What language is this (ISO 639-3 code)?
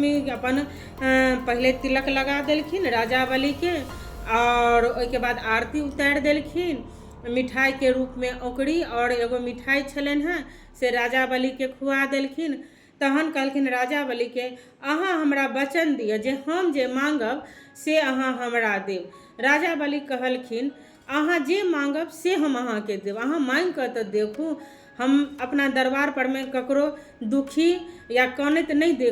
mai